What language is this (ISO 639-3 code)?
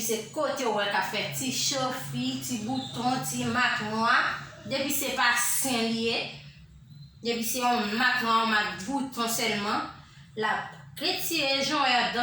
hat